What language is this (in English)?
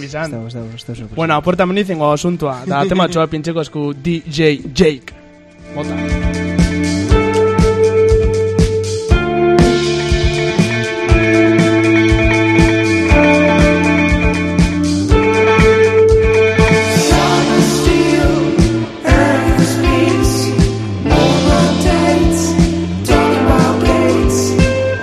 Basque